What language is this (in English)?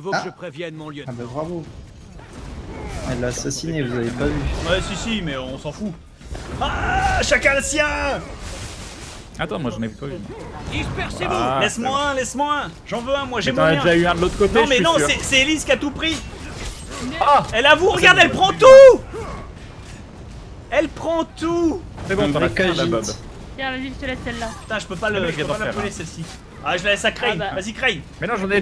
French